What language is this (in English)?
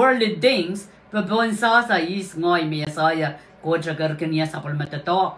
Pohnpeian